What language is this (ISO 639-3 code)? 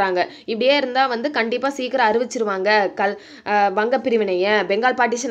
tam